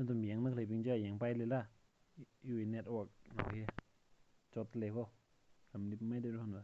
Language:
Tangkhul Naga (India)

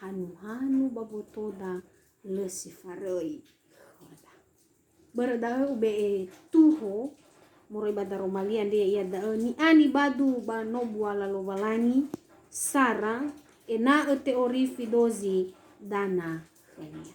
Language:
Nias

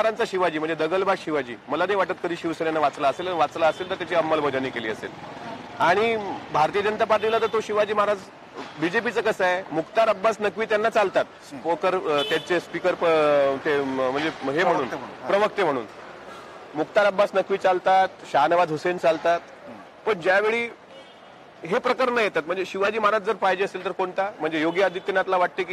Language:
Marathi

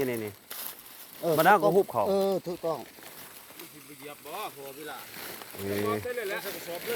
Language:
Lao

